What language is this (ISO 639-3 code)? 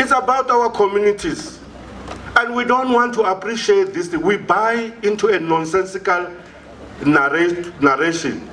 ven